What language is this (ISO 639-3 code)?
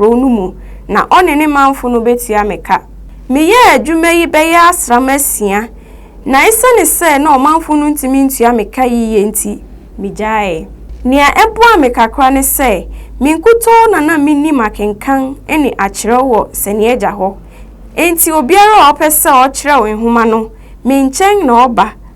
aka